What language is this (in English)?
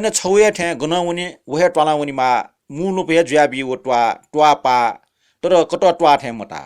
Newari